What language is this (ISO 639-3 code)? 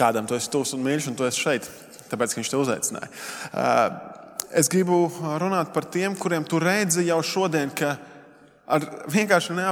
lav